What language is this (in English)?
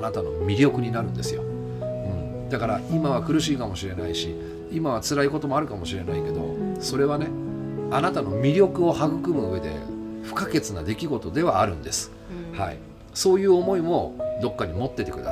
Japanese